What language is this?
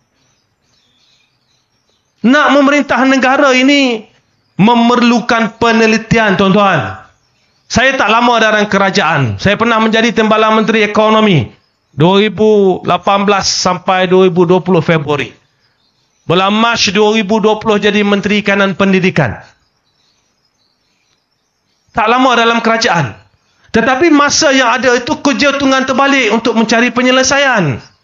Malay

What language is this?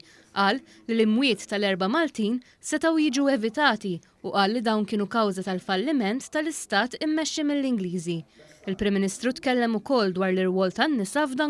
Maltese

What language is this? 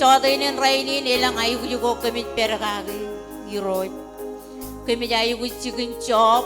Marshallese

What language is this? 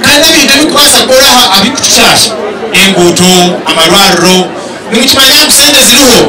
Nyankole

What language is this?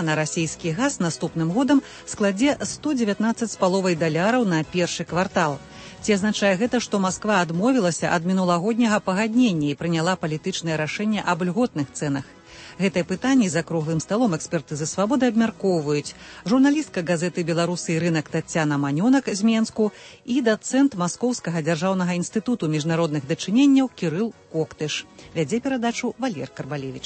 Belarusian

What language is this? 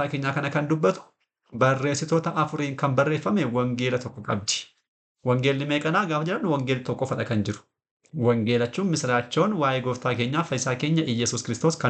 Oromo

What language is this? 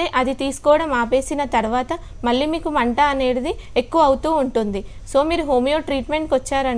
Telugu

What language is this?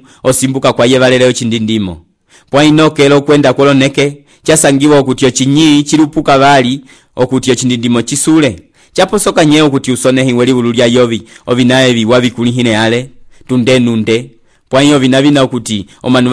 Umbundu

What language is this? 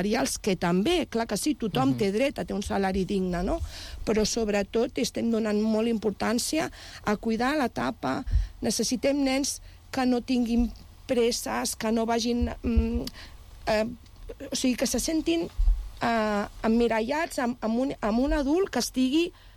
Catalan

